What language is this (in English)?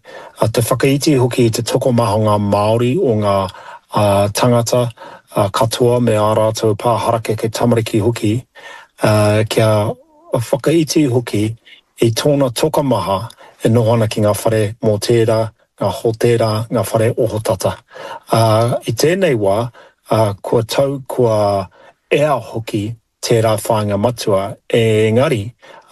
Māori